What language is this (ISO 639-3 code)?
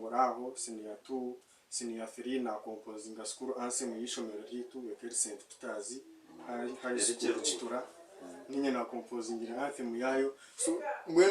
nyn